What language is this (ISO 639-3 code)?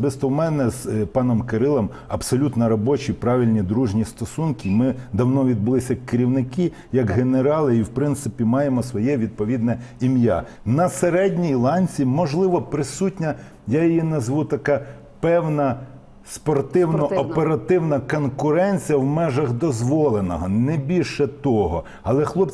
ukr